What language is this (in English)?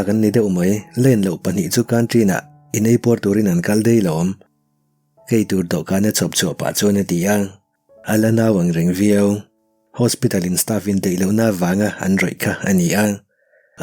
Mizo